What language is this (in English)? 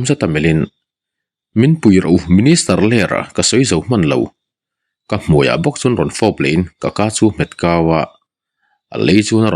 Mizo